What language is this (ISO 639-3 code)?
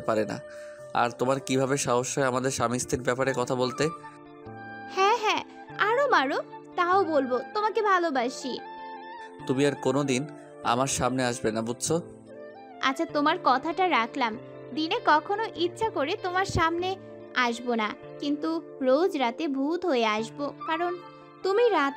ben